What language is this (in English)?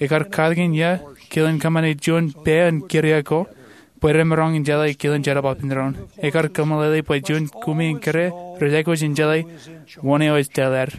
Marshallese